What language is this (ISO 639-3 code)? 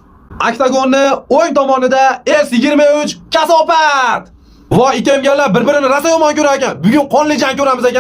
uzb